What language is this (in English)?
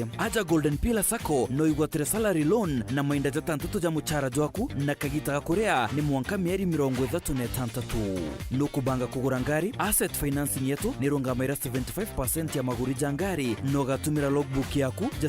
Meru